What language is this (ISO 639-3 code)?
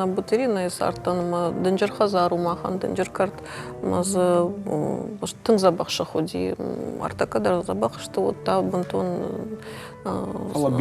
oss